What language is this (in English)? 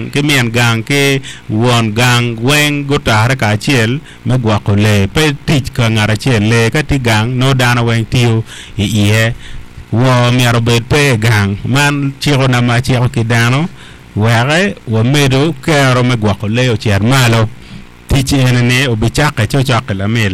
Acoli